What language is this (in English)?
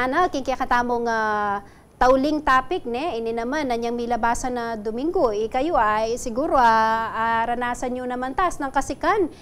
Pampanga